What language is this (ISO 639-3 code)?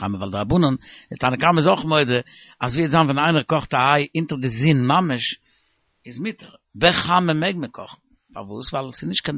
yid